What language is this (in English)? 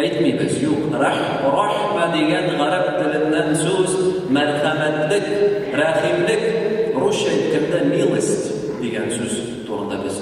Tatar